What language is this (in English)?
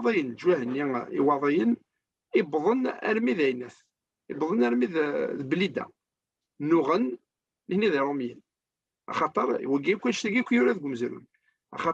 Kabyle